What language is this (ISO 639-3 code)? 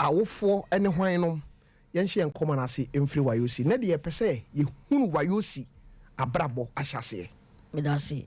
aka